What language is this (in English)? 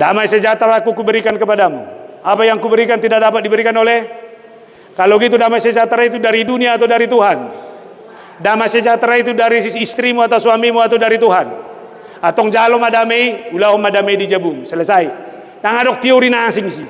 Batak Toba